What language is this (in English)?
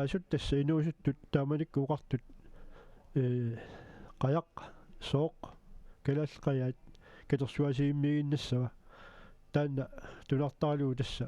Kalaallisut